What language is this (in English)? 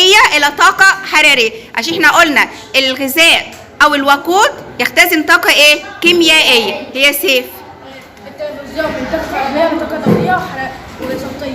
Egyptian Arabic